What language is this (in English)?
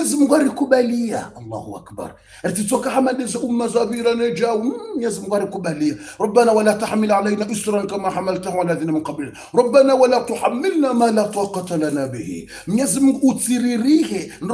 Swahili